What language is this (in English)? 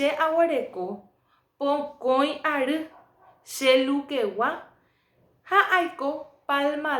Guarani